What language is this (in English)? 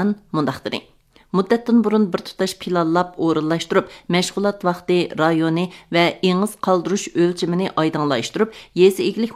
Uyghur